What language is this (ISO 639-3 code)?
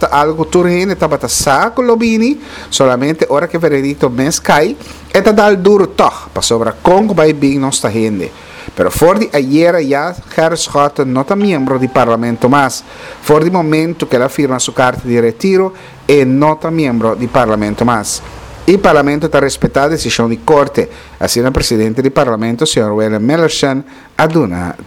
pap